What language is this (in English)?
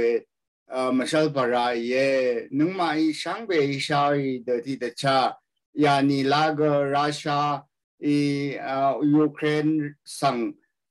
Rawang